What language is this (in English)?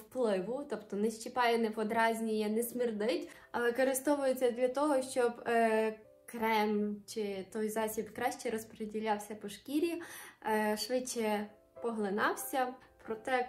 Ukrainian